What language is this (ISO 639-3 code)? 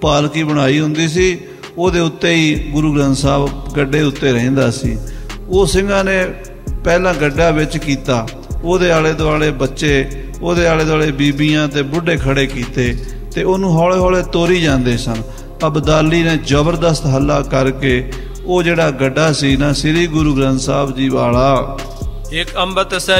pan